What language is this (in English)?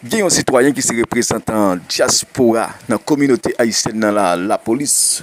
Haitian Creole